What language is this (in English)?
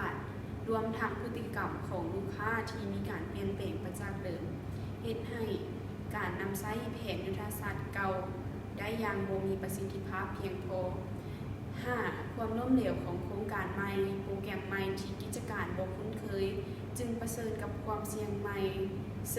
Lao